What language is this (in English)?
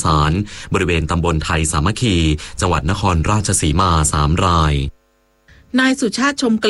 Thai